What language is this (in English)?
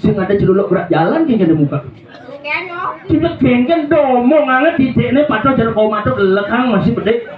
Balinese